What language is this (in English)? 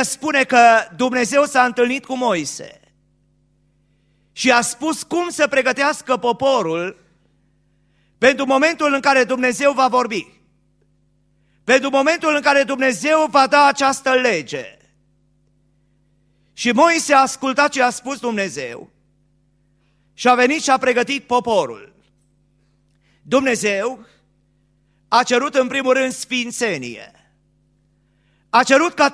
Romanian